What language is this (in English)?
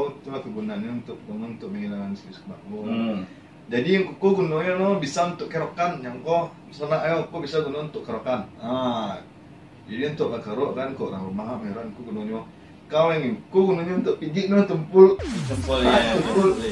Minangkabau